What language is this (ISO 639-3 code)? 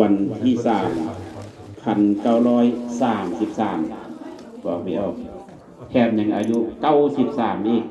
lao